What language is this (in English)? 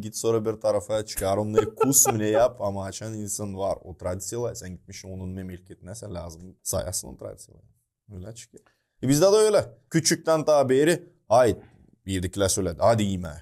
Gagauz